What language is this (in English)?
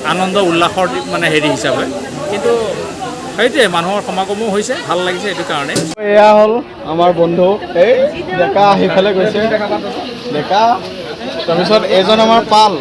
Assamese